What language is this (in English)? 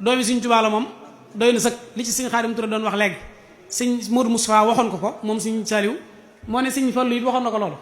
Wolof